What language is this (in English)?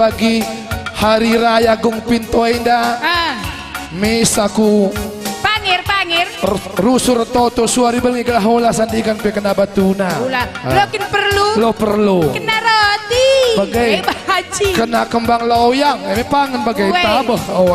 Batak Karo